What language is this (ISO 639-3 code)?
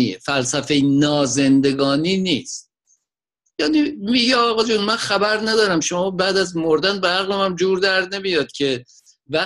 fas